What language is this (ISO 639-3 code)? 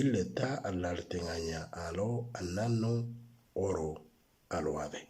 mor